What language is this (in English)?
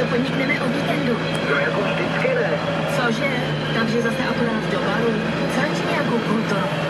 Czech